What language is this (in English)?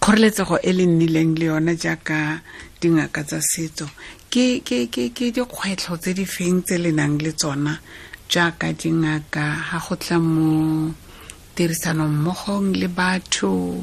Tswana